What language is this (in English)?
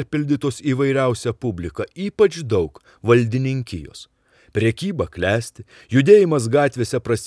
Lithuanian